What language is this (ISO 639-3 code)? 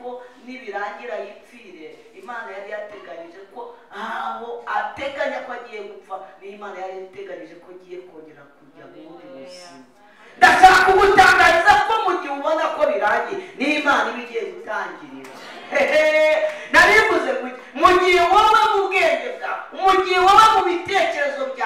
kin